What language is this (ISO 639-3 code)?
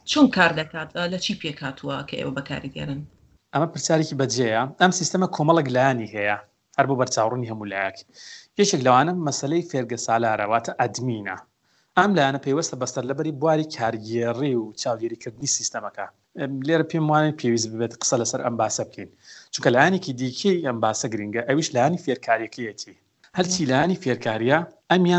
ckb